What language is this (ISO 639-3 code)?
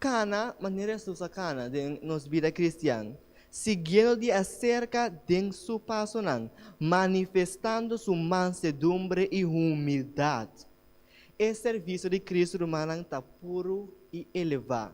pap